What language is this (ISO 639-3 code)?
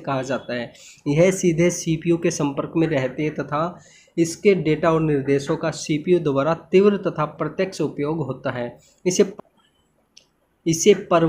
hin